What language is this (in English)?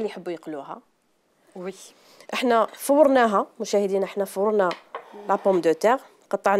Algerian Arabic